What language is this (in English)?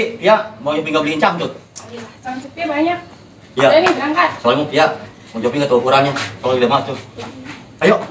Betawi